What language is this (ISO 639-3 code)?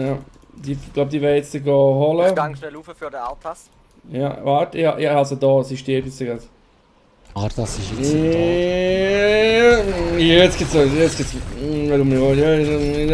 gsw